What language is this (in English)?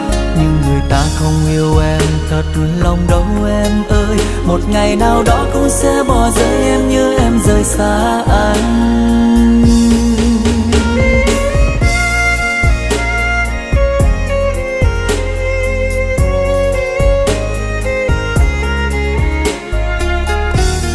Vietnamese